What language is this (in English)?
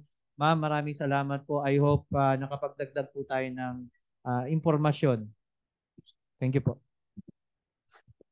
Filipino